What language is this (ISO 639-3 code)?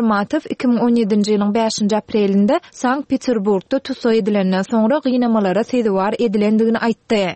tuk